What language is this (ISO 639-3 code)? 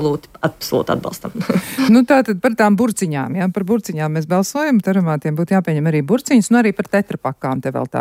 lav